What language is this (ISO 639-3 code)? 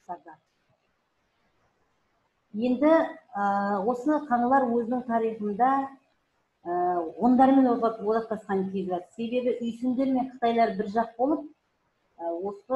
kaz